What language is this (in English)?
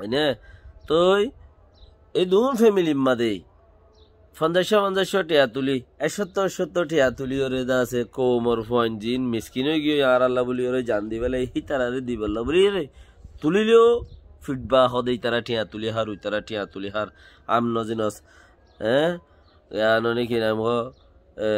Rohingya